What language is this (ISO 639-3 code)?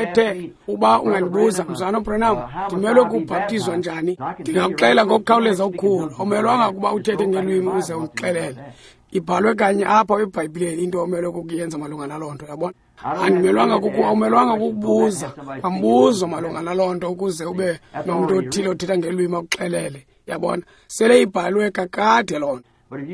xho